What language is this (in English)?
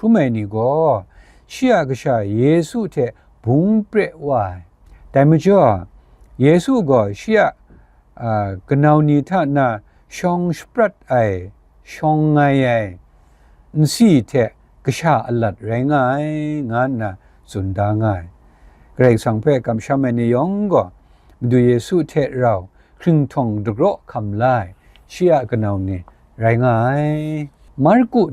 Kachin